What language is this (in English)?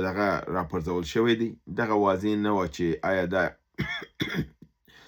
Pashto